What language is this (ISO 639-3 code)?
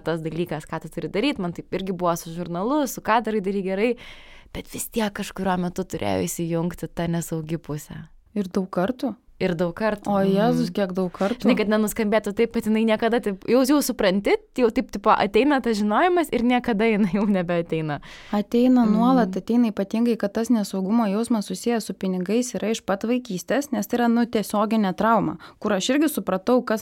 lit